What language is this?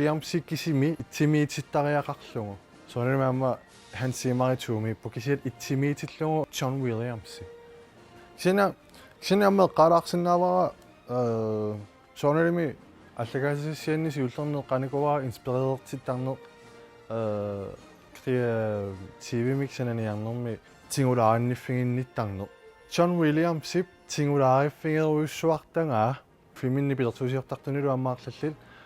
Kalaallisut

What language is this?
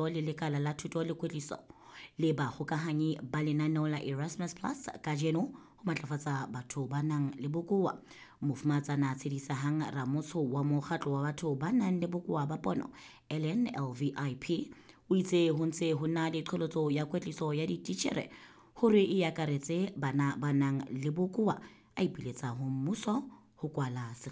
Southern Sotho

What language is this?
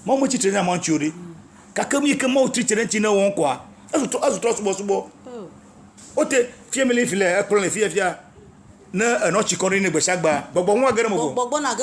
Ewe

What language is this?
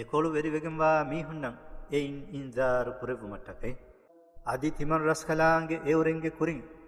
Divehi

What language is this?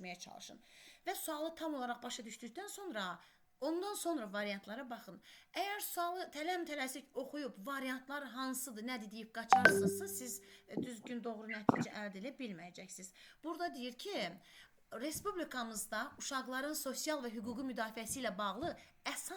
Azerbaijani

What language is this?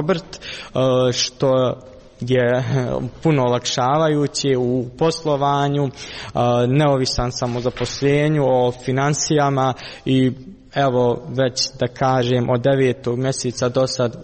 Croatian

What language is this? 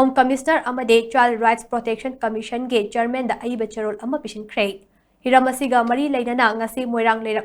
Manipuri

